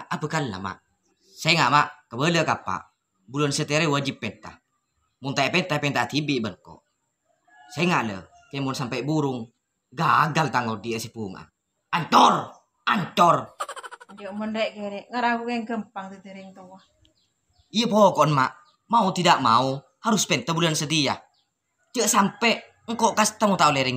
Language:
Madurese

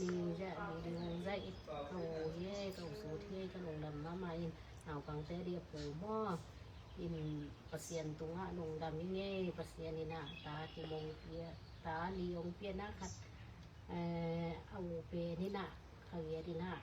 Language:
Tedim Chin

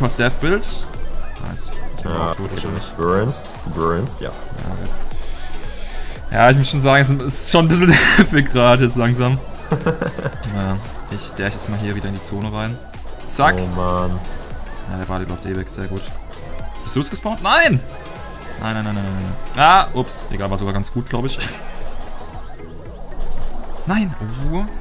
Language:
German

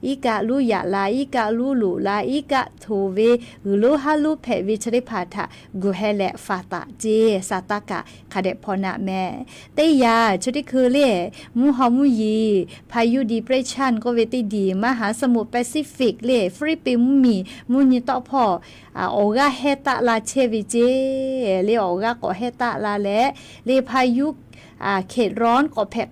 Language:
Lahu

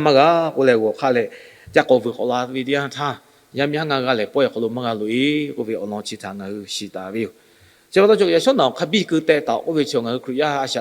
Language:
Lahu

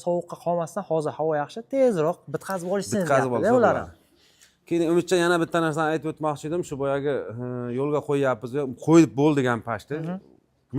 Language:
Uzbek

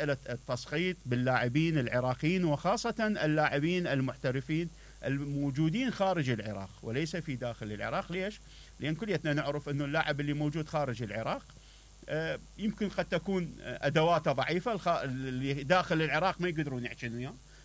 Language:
Mesopotamian Arabic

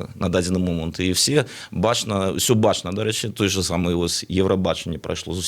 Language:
Belarusian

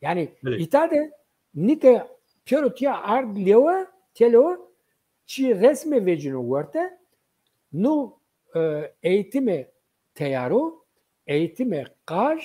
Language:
Zaza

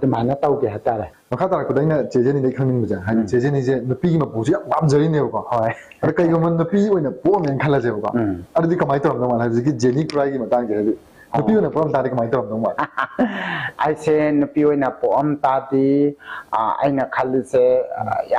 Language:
Manipuri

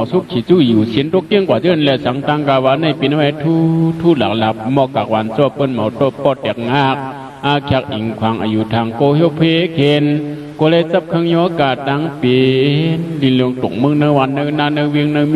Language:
Shan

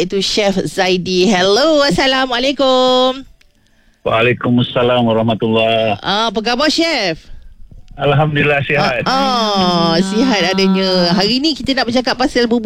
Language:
Malay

